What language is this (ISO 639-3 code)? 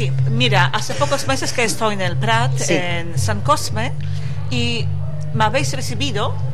spa